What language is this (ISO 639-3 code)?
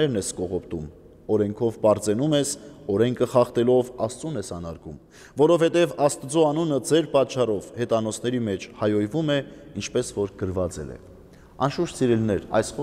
hye